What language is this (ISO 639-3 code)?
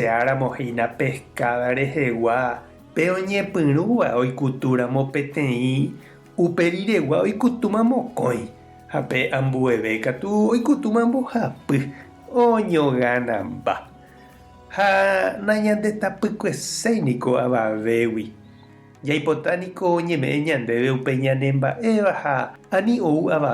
grn